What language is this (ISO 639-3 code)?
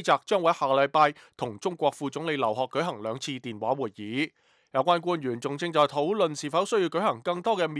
yue